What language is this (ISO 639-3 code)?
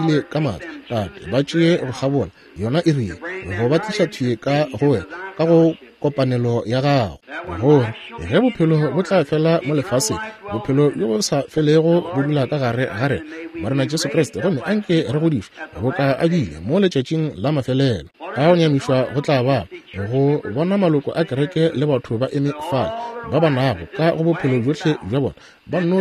nso